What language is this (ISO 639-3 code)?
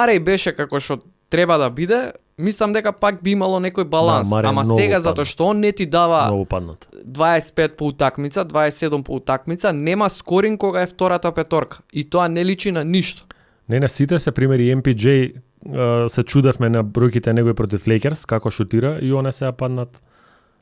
mkd